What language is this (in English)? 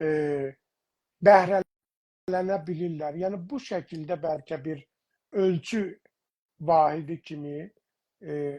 South Azerbaijani